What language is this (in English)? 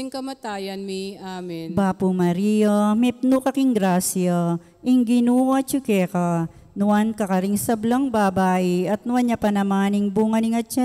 Pampanga